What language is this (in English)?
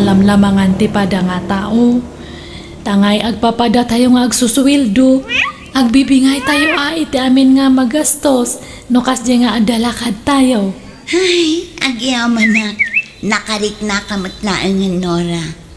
Iloko